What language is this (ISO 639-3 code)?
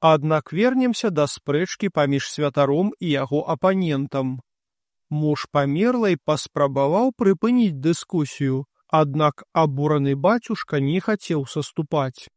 bel